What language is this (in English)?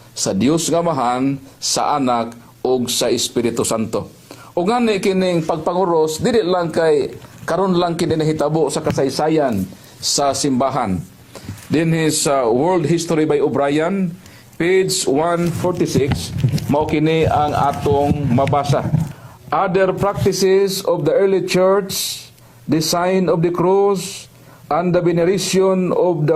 Cebuano